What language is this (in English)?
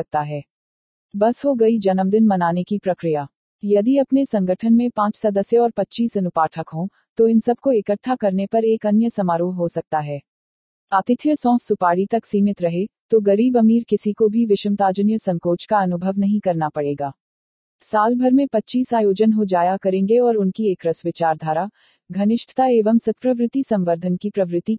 Hindi